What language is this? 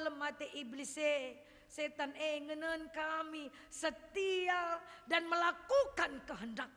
Batak Karo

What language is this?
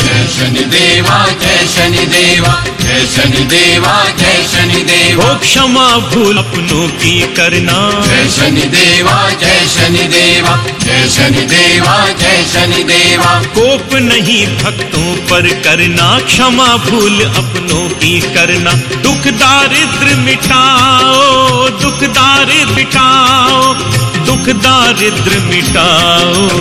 Hindi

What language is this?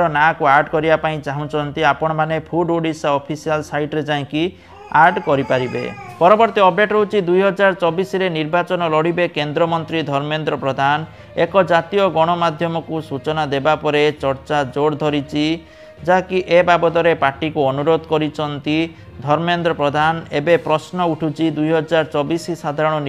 Odia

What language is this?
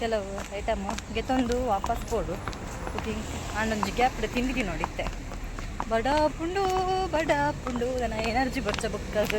Tulu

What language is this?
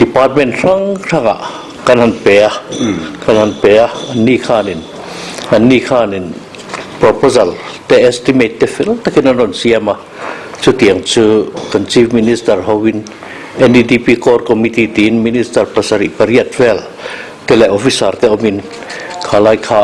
Mizo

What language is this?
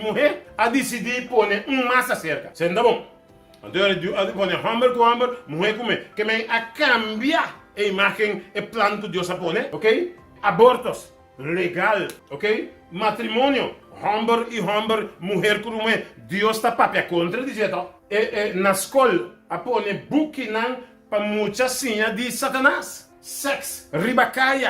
Papiamento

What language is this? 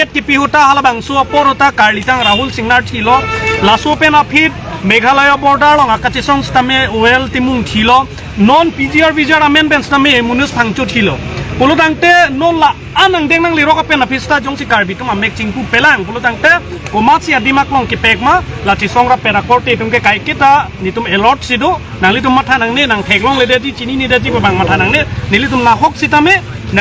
Karbi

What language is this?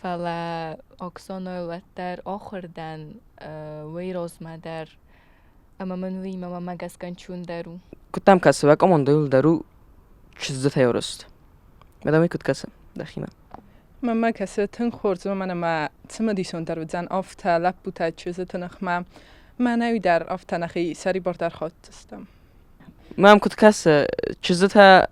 Ossetic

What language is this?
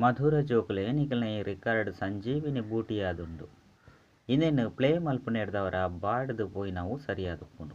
Tulu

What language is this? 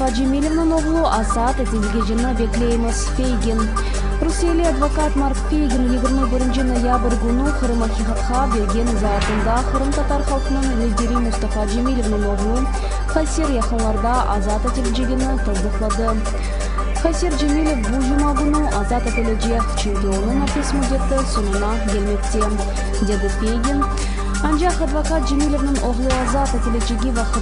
Crimean Tatar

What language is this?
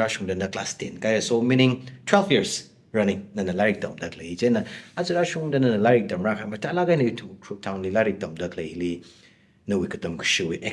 Tangkhul Naga (India)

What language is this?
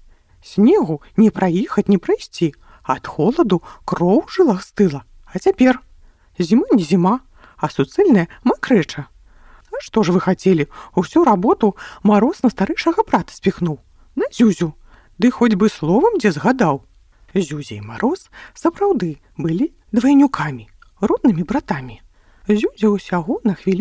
Belarusian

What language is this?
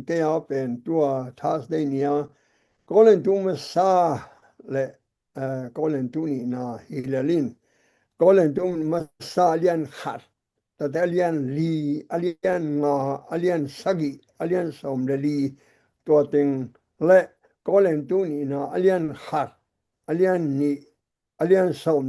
Tedim Chin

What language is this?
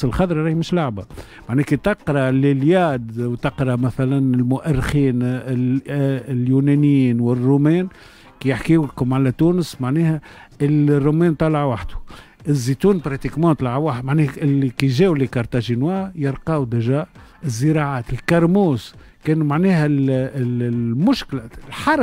Tunisian Arabic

